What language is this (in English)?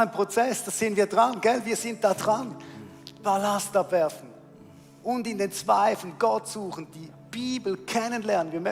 Swiss German